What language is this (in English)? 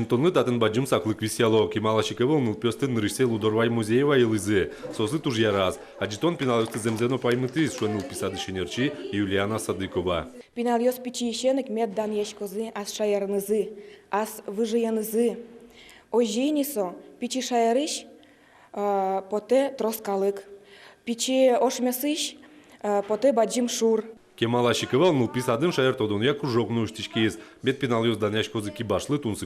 Udmurt